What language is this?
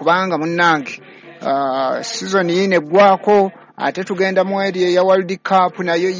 Ganda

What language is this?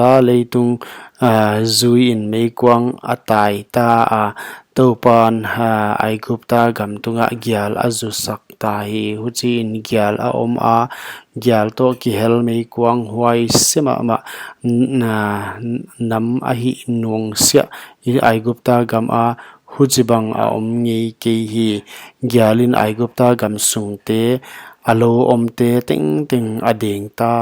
Paite Chin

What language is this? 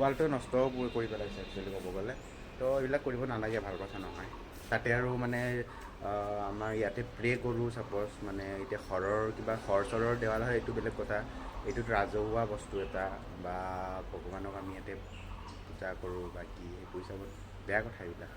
Assamese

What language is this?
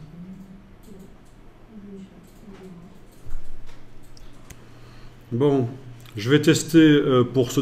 French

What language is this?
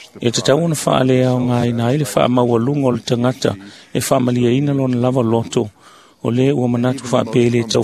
Samoan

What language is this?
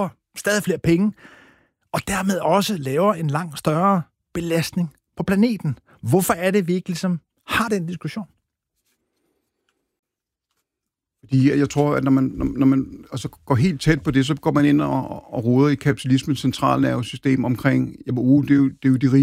Danish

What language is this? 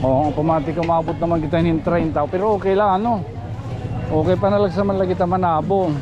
Waray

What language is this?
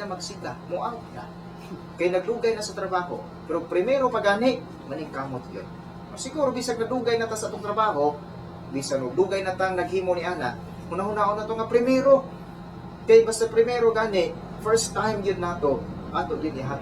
Cebuano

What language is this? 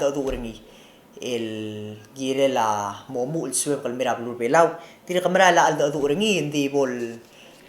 Palauan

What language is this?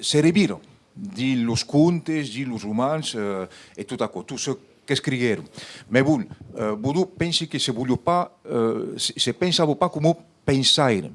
Occitan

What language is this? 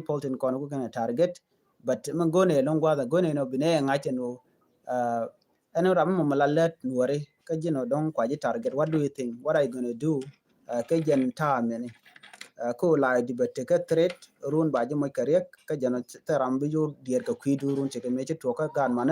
Nuer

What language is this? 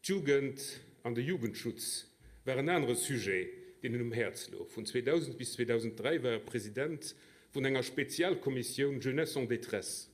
Luxembourgish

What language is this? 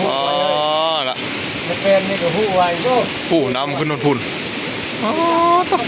Northeastern Thai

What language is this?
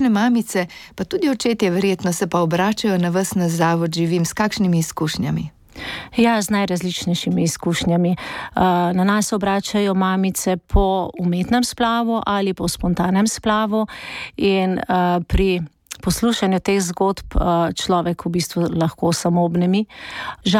Slovenian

